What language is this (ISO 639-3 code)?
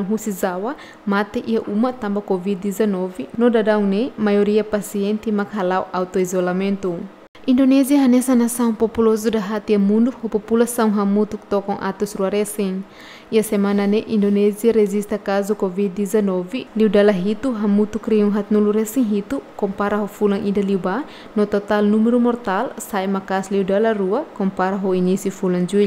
tet